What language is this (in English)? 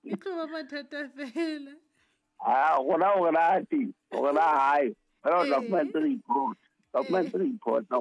Southern Sotho